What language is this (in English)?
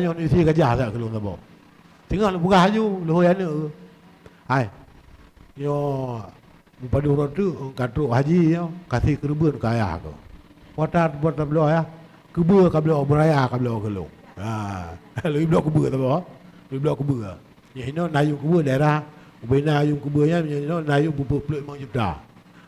Achinese